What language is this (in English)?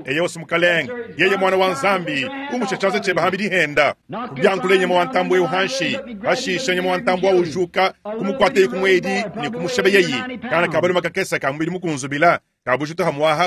Luba-Lulua